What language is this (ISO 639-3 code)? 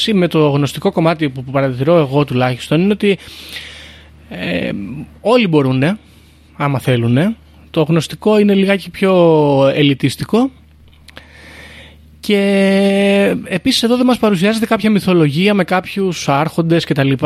ell